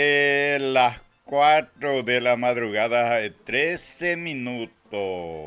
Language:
Guarani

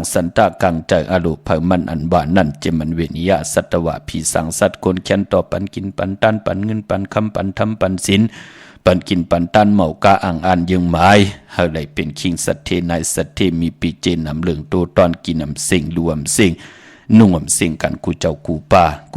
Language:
Shan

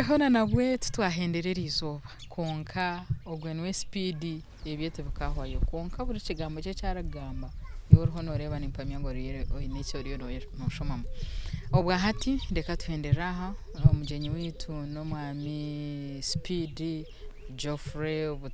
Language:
Nyankole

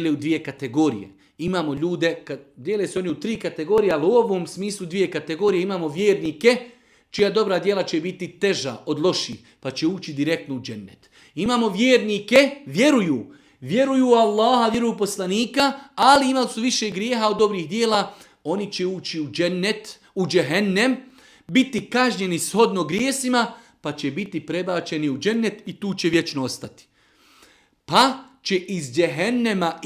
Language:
Bosnian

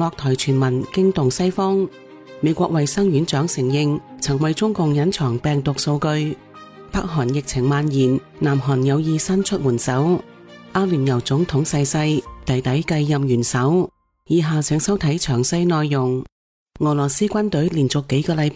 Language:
Cantonese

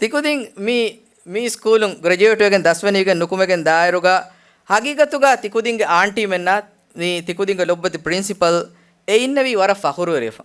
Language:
Divehi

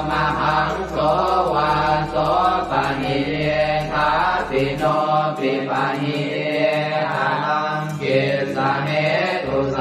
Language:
Pali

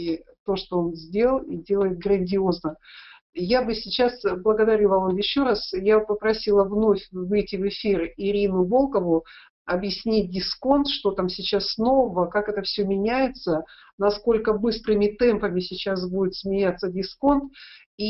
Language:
Russian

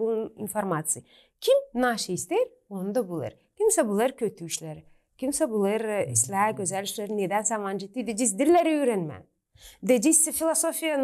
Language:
Gagauz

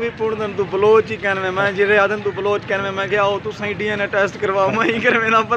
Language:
Saraiki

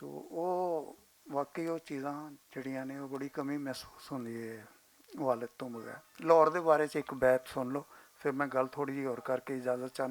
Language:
Western Panjabi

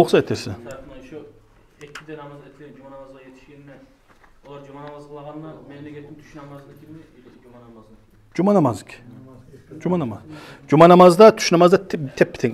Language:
Kumyk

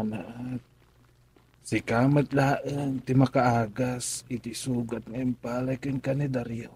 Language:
Iloko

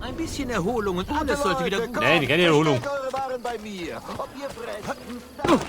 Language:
Bavarian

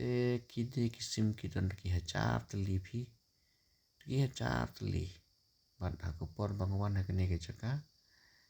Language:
Khasi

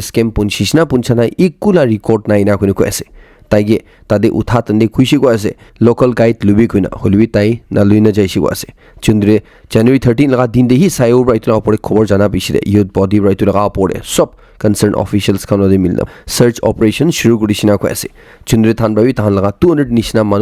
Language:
Naga Pidgin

